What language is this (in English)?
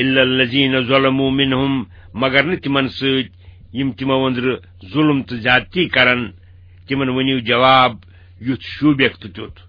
Kashmiri